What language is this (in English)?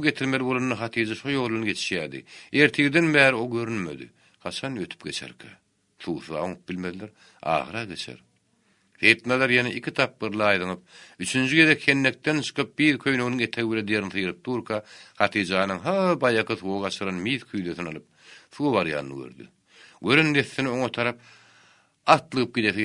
Turkmen